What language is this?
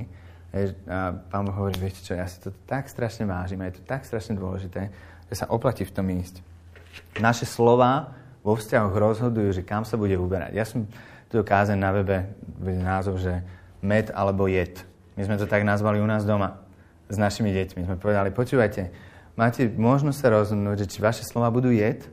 Slovak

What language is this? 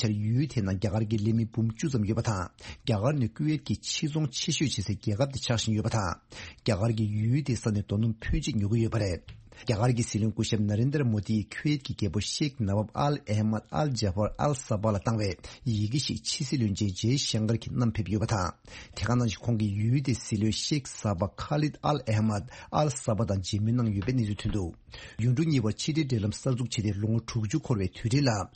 Tibetan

